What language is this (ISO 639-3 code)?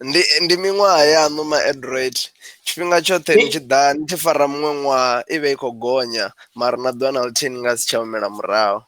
ven